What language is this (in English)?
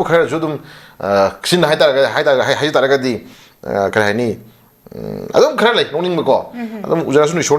Manipuri